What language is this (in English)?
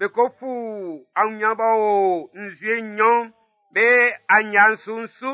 Baoulé